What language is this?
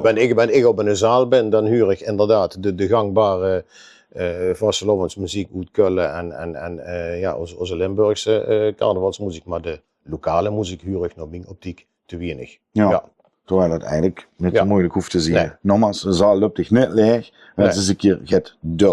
Limburgish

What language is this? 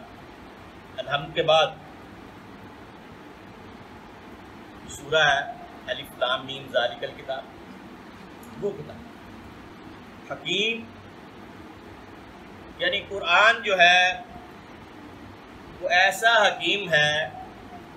Urdu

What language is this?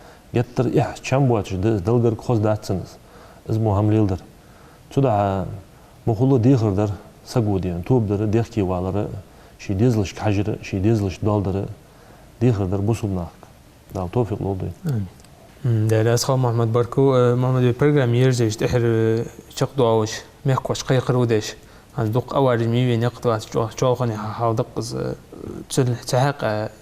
Ingush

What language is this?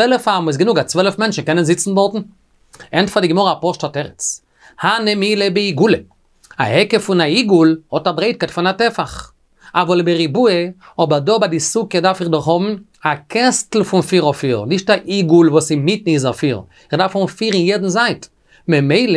Yiddish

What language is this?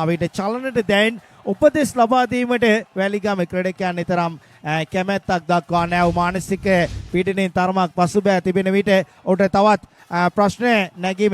Sinhala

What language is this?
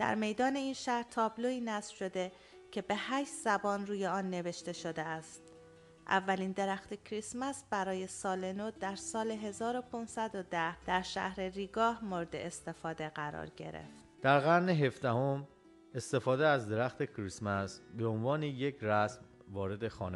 Persian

